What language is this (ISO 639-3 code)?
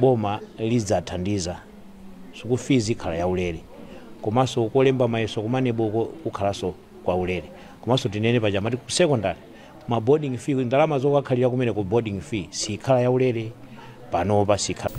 nya